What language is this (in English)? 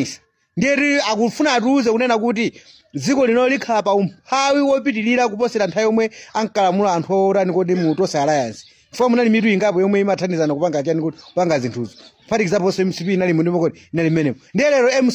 Nyanja